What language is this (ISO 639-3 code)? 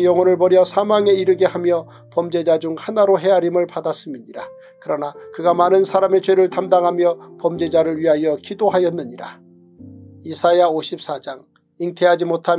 kor